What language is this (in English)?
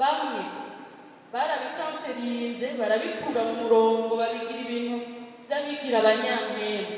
Rundi